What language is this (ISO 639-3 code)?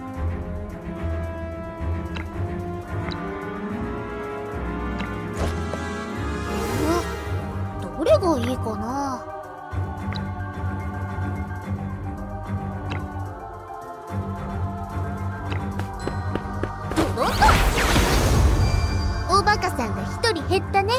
jpn